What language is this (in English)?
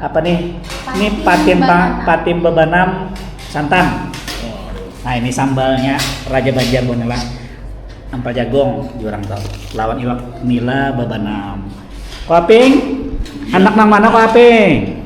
Banjar